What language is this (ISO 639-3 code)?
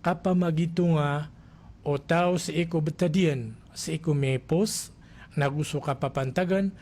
mrw